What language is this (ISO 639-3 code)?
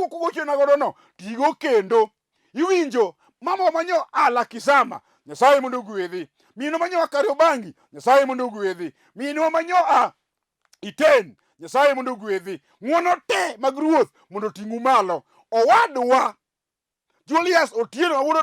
luo